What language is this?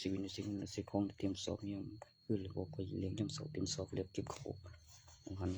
Northeastern Thai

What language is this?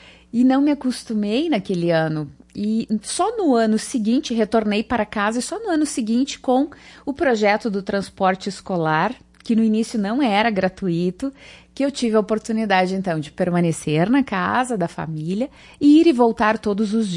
Portuguese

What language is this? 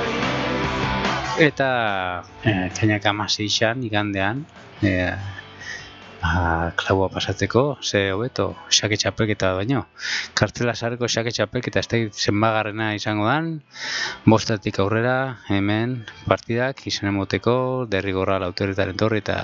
Basque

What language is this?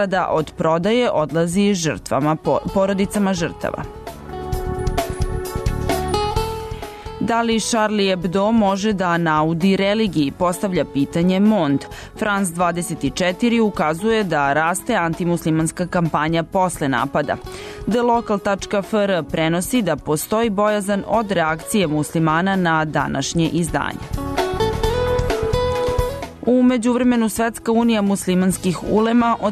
Serbian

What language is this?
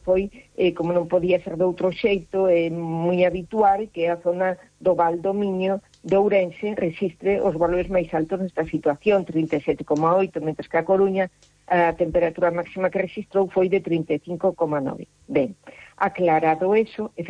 Galician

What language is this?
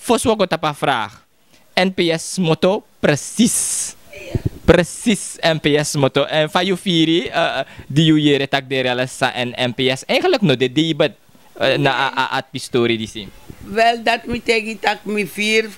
Sranan Tongo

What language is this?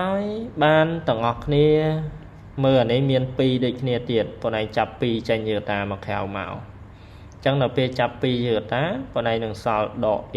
Khmer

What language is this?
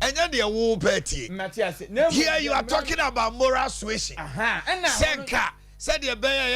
Akan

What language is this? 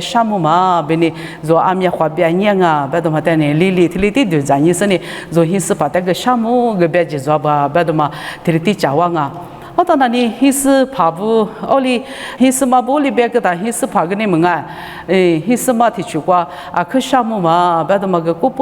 Lisu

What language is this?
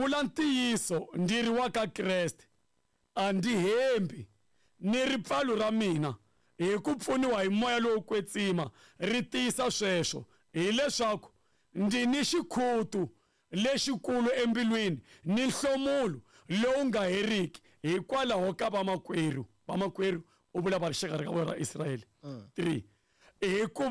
Tsonga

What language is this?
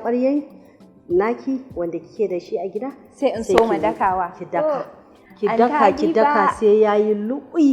Hausa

